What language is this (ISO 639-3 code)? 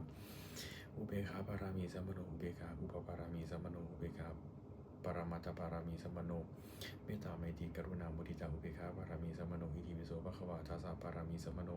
pli